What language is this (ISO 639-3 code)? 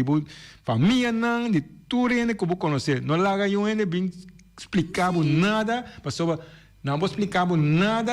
pap